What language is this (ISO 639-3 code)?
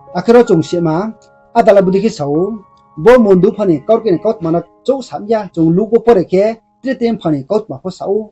ria